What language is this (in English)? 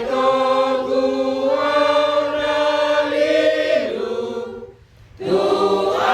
Batak Toba